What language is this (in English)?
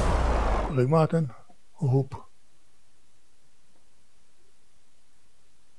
Czech